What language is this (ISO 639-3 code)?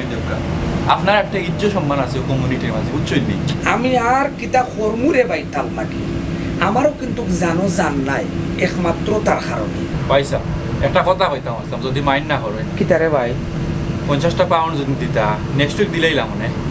syl